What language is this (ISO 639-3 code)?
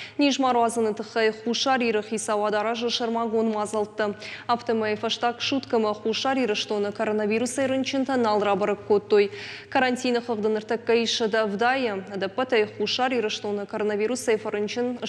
oss